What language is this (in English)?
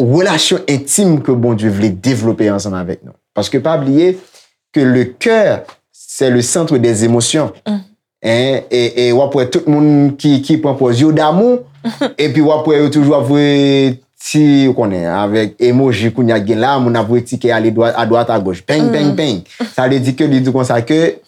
Haitian Creole